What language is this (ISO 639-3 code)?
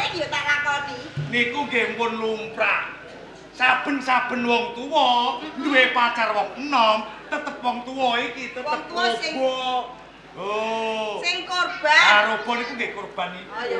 jav